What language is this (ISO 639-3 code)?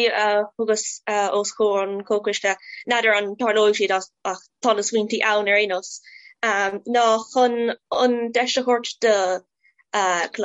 gle